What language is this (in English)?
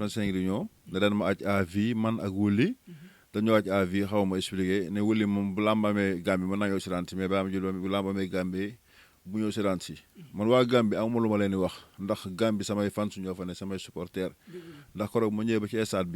Wolof